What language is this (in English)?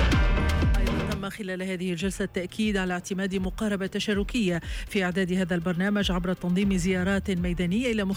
Tunisian Arabic